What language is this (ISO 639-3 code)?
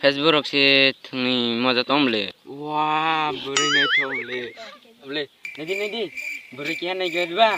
trp